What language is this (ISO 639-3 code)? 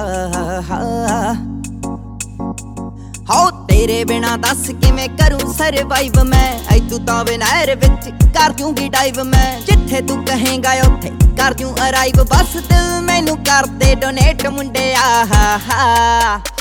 pan